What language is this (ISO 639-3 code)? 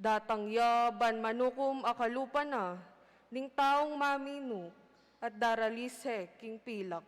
pam